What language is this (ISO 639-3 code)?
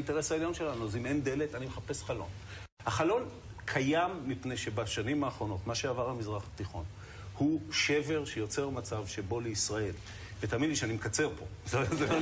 heb